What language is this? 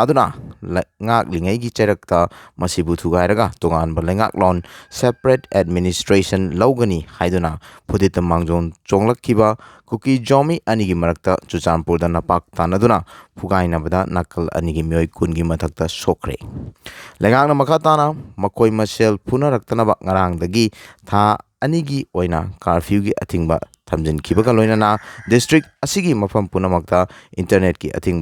Manipuri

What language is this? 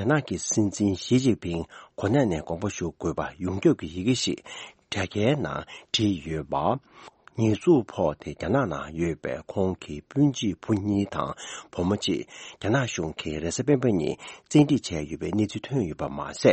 Tibetan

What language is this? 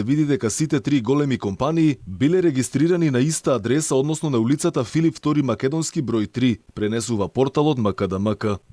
Macedonian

